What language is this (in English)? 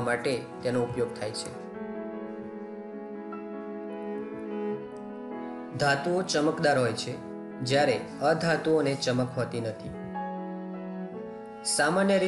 Gujarati